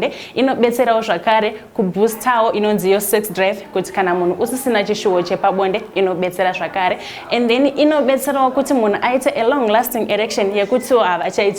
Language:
Shona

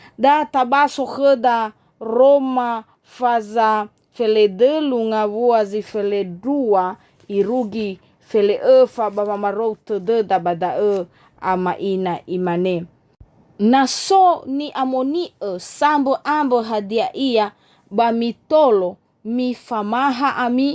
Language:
Nias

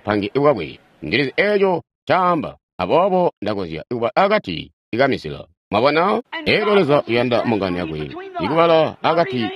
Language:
Tonga (Zambia)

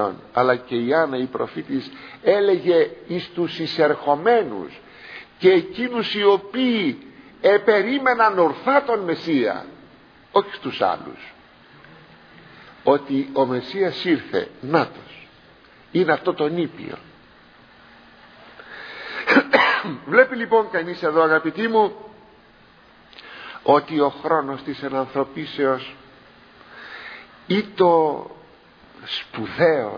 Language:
Greek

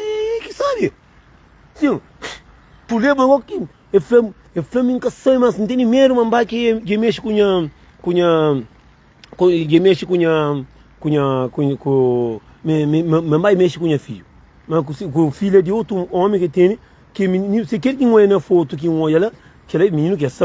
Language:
Kabuverdianu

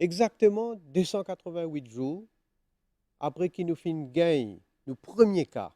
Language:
Morisyen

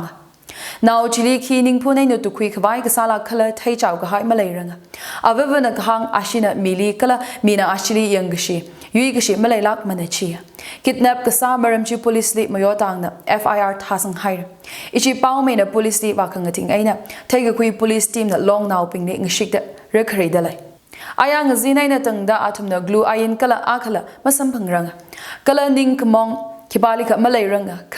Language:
Tangkhul Naga (India)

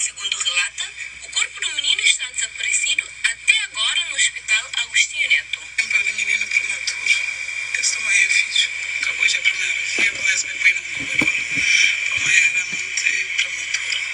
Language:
Kabuverdianu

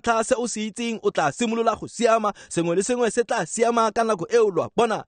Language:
Tswana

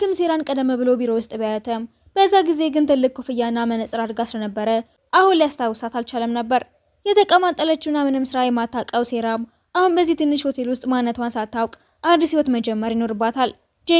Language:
Amharic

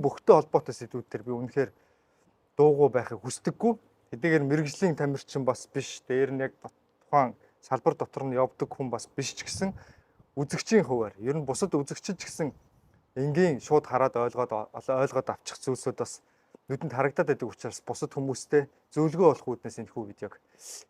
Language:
Mongolian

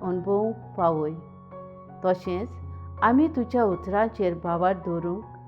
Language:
Konkani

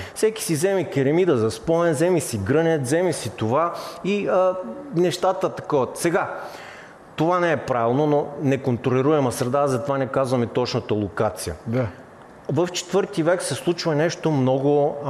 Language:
Bulgarian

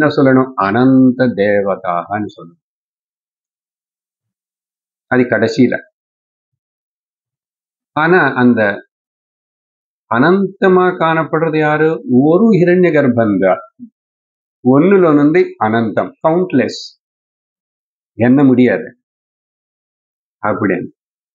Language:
Tamil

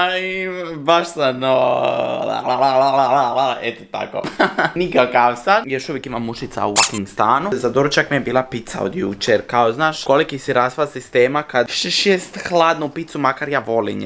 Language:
Croatian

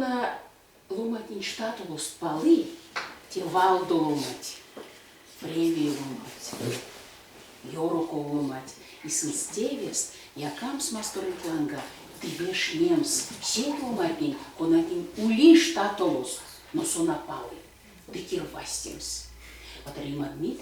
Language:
Erzya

